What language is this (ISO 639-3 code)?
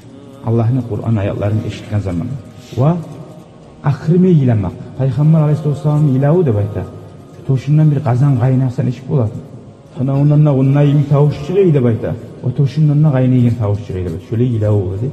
kum